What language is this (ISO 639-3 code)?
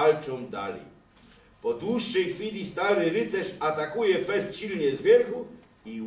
szl